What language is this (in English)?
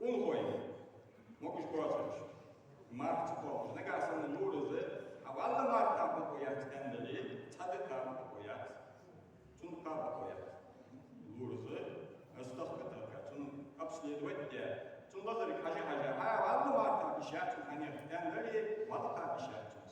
Ingush